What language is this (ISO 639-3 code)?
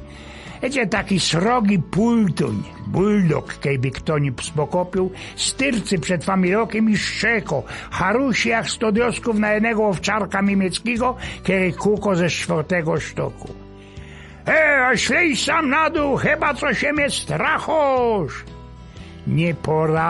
szl